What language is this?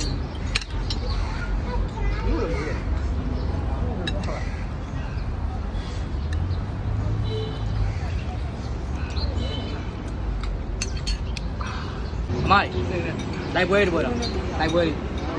Burmese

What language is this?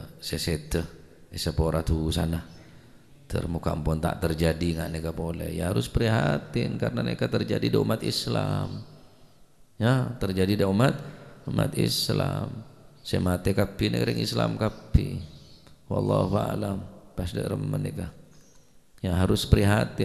Madurese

